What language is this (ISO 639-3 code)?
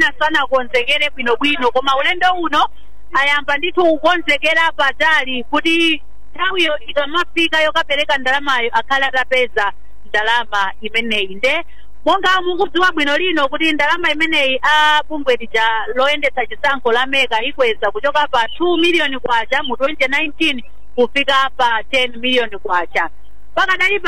nya